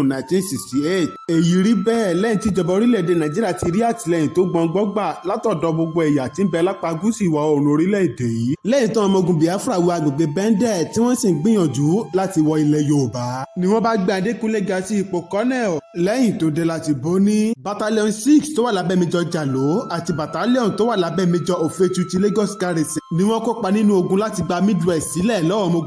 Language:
Yoruba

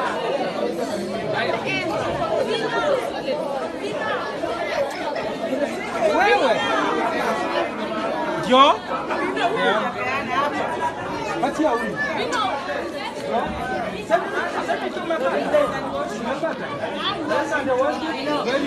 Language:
Swahili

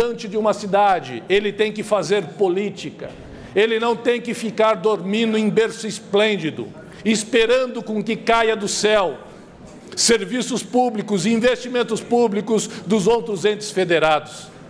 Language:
Portuguese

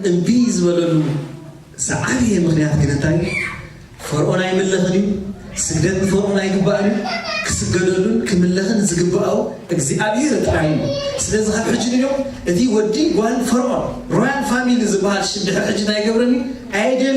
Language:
Tigrinya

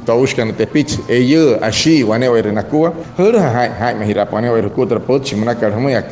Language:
Wayuu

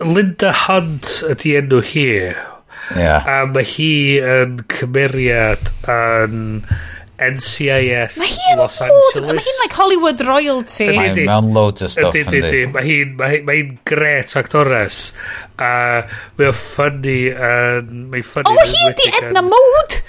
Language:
Welsh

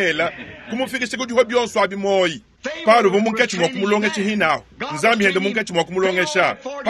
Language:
Luba-Lulua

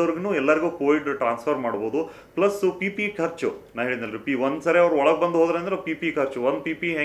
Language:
Kannada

